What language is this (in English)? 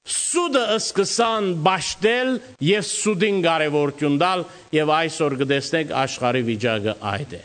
Western Armenian